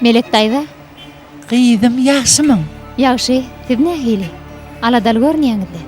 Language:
Turkmen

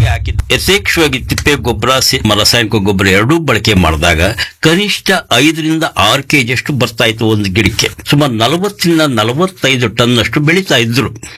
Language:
Kannada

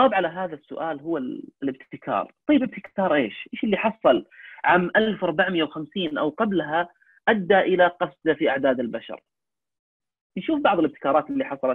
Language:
Arabic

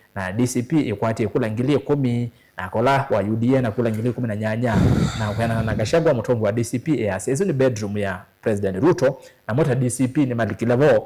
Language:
Kamba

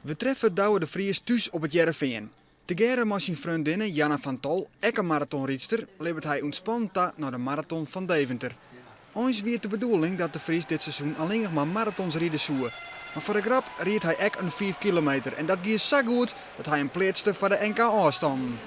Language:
Western Frisian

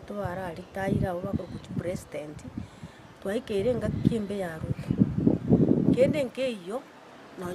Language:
Gusii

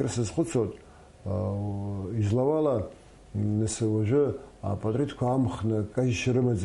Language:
Abkhazian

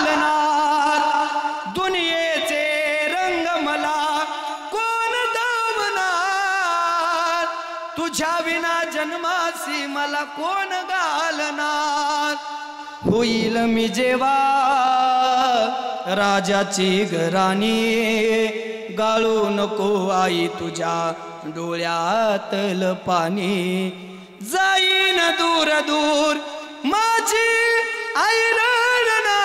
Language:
Marathi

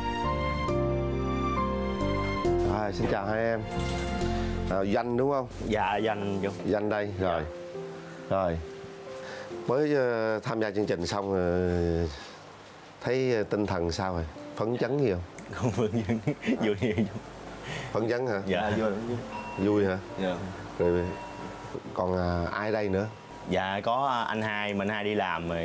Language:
Vietnamese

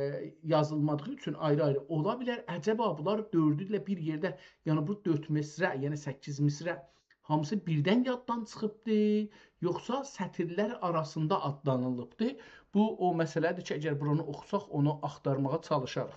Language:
South Azerbaijani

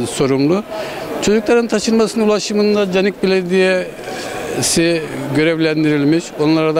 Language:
Turkish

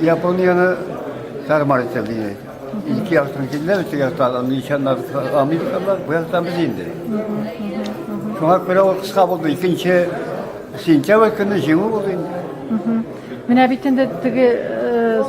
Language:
Tatar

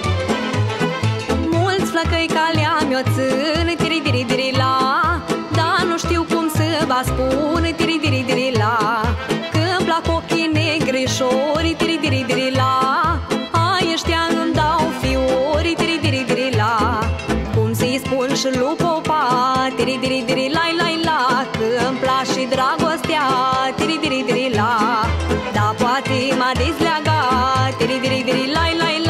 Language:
Romanian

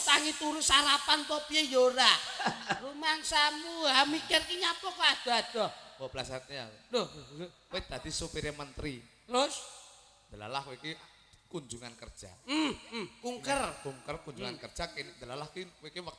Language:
Javanese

